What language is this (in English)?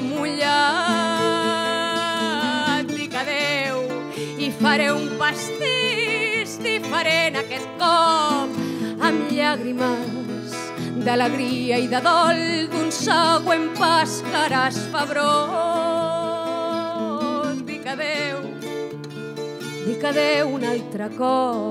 Catalan